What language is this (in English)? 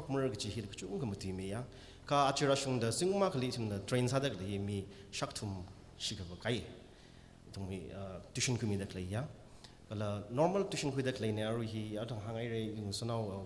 Tangkhul Naga (India)